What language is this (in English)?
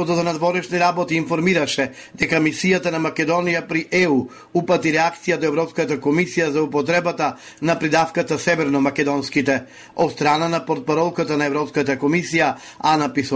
Macedonian